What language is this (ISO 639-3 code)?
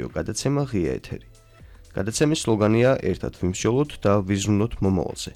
kat